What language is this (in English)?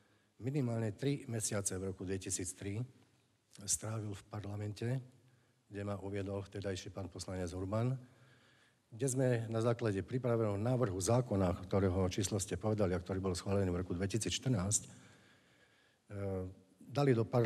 Slovak